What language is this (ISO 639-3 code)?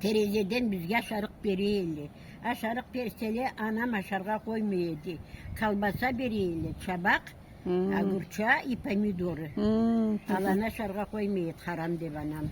krc